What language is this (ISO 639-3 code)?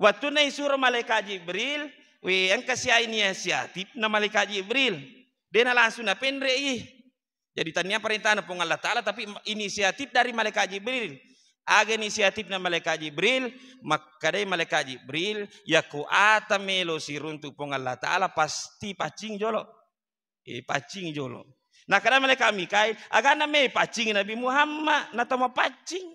bug